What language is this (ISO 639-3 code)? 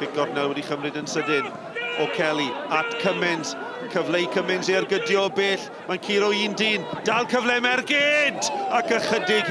cym